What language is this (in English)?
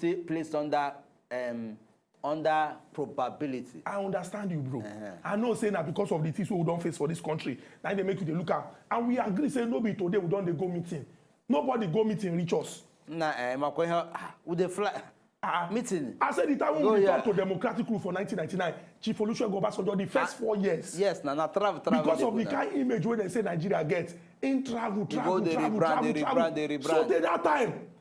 Nigerian Pidgin